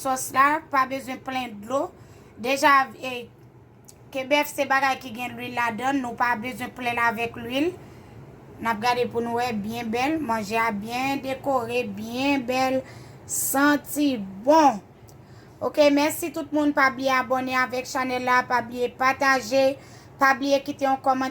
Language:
Haitian Creole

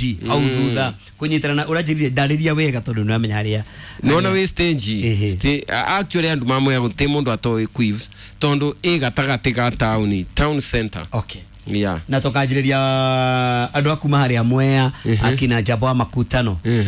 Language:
Kikuyu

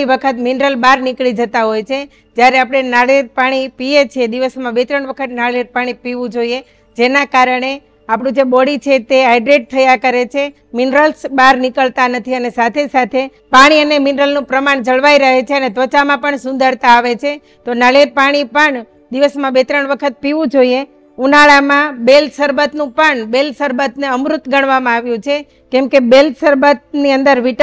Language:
Gujarati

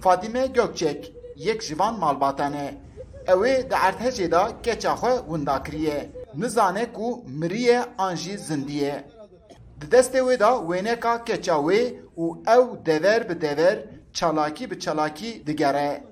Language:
Kurdish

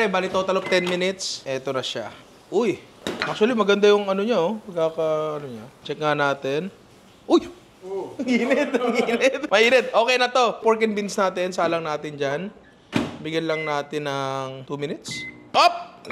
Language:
Filipino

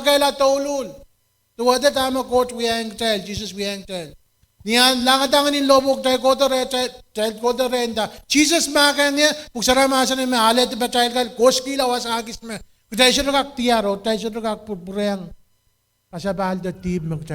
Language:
Pohnpeian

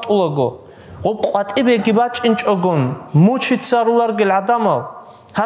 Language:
Avaric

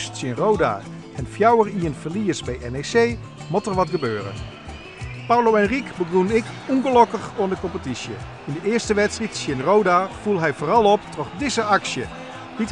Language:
Western Frisian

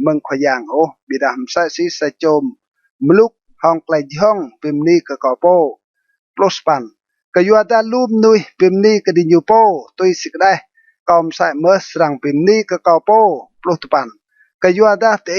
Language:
Rade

